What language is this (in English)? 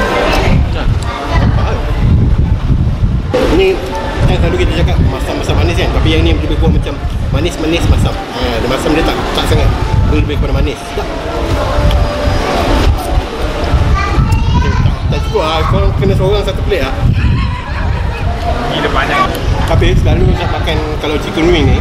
Malay